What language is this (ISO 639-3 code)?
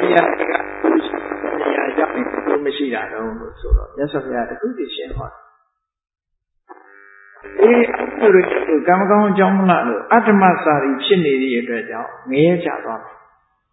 mya